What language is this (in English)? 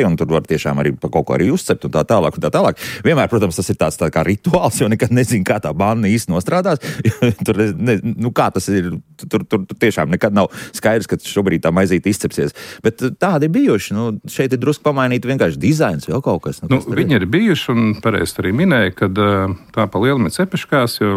Latvian